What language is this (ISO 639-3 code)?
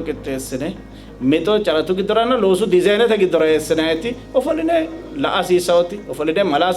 sid